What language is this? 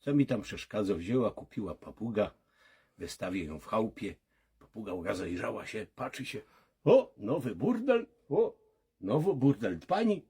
Silesian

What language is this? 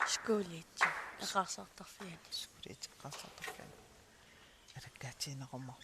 Kalaallisut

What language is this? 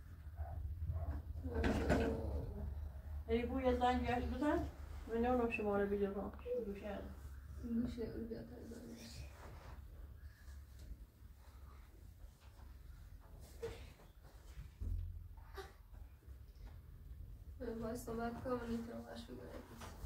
Persian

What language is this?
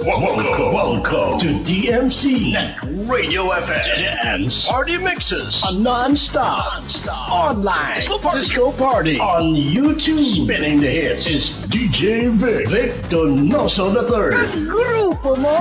Hiligaynon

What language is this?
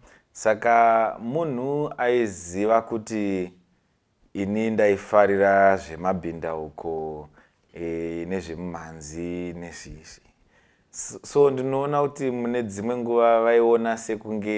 Shona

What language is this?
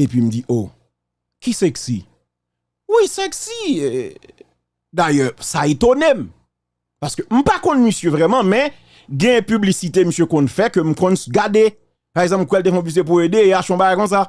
Haitian Creole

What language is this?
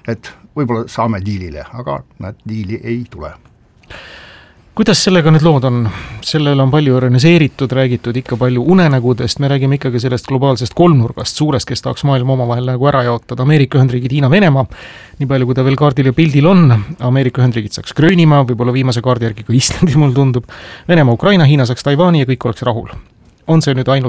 Estonian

